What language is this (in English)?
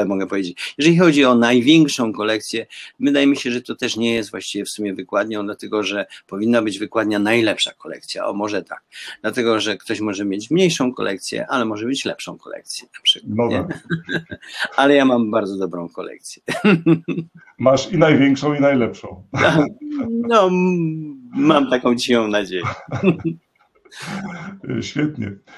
Polish